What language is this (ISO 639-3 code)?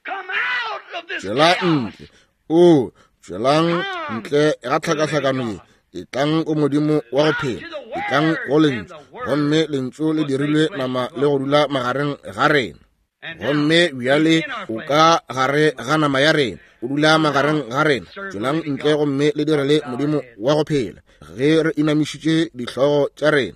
nso